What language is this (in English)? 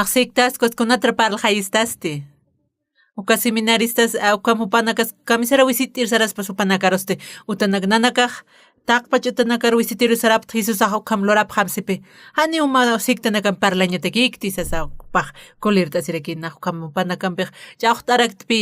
Aymara